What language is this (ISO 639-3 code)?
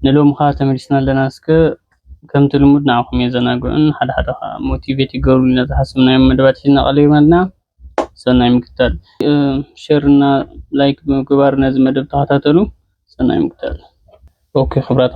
tir